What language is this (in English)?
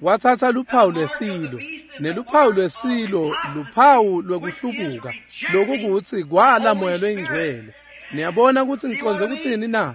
Swati